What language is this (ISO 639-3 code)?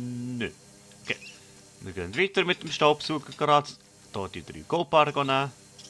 gsw